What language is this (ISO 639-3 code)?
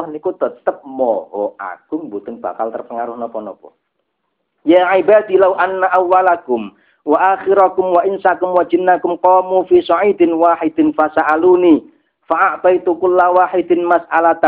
jav